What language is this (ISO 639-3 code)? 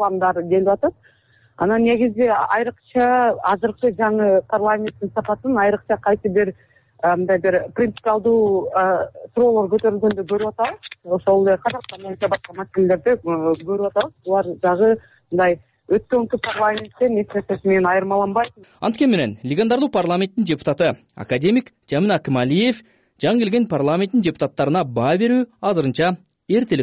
kir